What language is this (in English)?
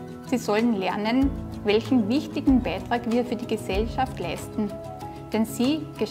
German